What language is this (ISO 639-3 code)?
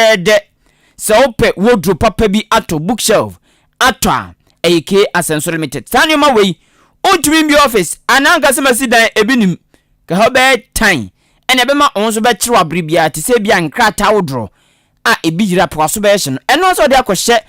aka